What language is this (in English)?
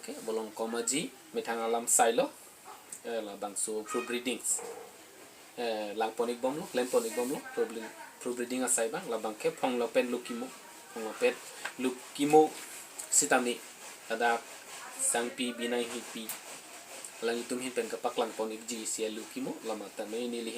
Karbi